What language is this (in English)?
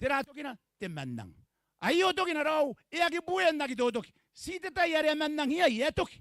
Gilbertese